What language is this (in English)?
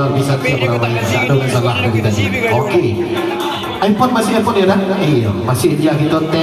Minangkabau